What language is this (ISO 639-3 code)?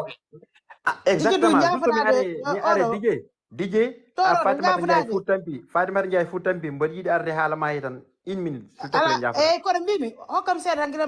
ful